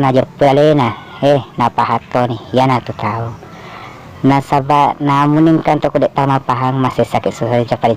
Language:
Buginese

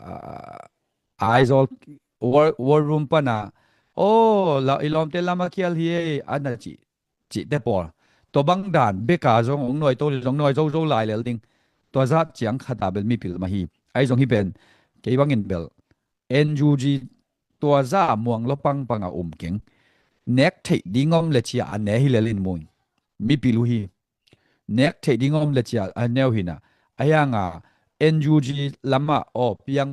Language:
Tedim Chin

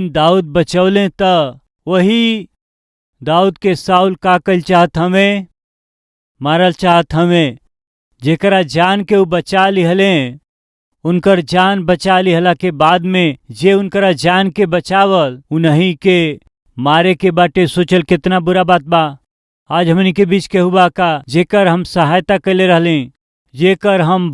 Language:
Bhojpuri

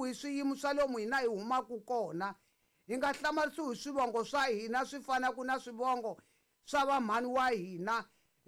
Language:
Tsonga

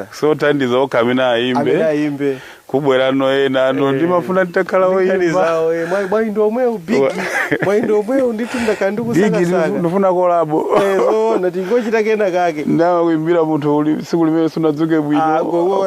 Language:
Nyanja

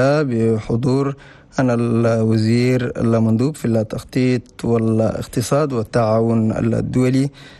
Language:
Chadian Arabic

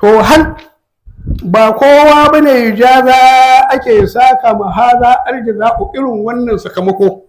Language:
Hausa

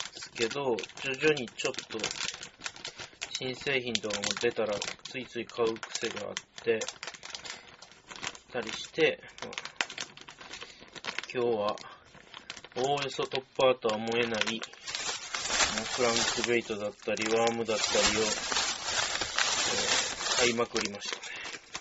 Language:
Japanese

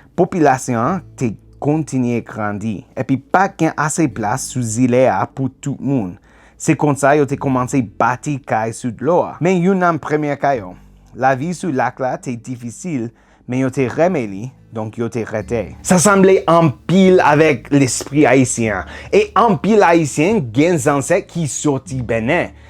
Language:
Haitian Creole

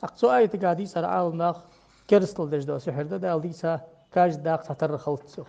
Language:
Ingush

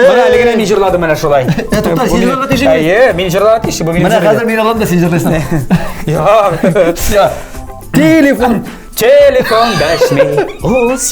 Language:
Tatar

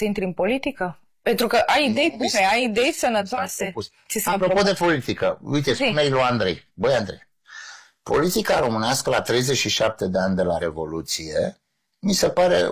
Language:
Romanian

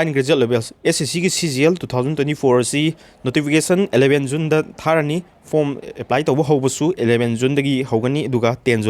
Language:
Manipuri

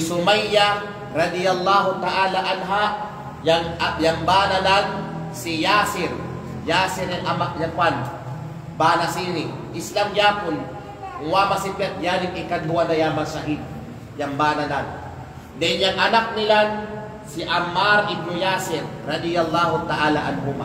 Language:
Kalagan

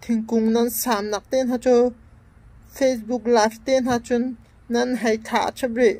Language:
Hakha Chin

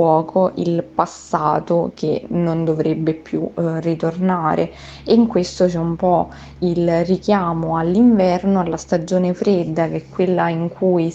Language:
Italian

